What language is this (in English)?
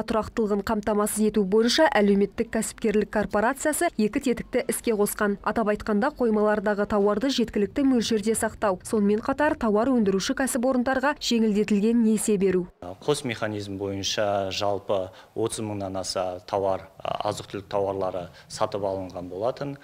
Kazakh